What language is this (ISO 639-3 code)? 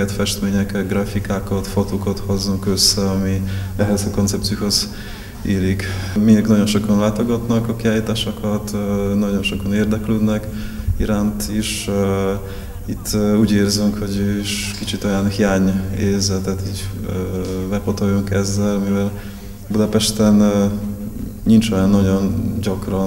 hun